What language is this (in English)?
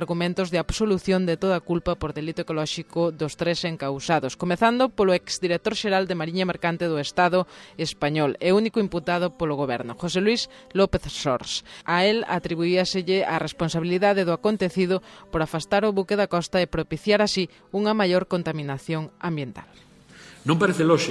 Galician